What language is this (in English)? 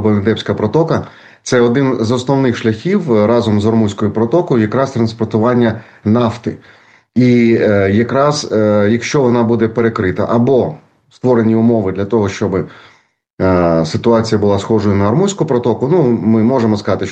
Ukrainian